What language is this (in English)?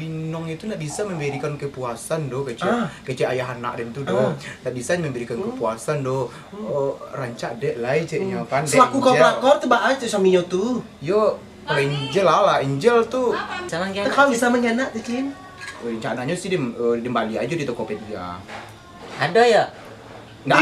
Minangkabau